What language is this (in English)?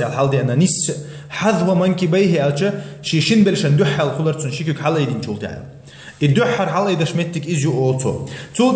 Chechen